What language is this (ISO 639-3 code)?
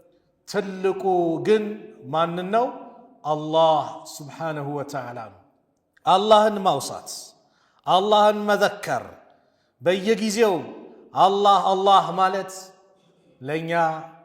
amh